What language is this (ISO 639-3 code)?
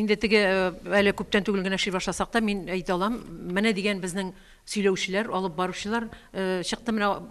tat